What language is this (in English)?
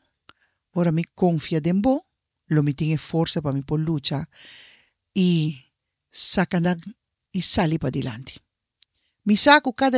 Papiamento